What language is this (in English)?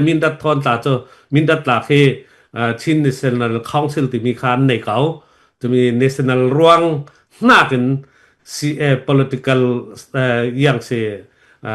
Falam Chin